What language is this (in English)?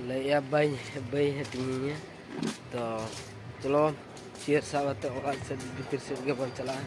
Santali